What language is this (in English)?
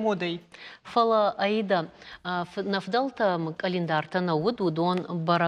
Ossetic